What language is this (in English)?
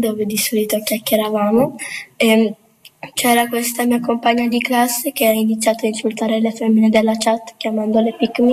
Italian